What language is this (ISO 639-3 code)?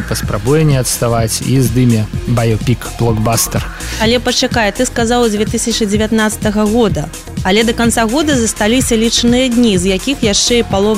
bel